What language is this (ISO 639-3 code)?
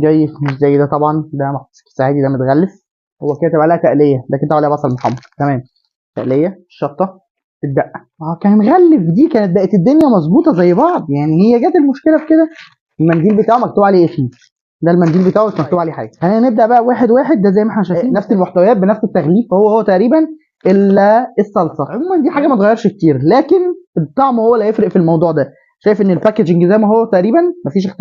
arz